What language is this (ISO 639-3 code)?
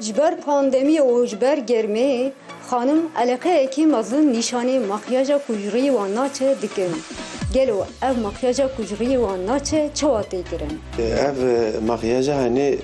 kur